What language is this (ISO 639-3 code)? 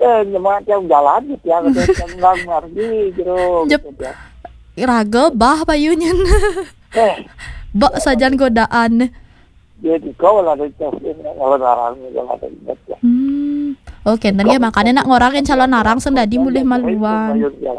ban